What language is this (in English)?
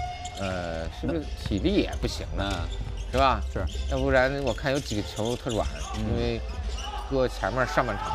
Chinese